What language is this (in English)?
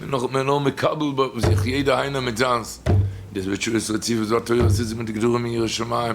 Yiddish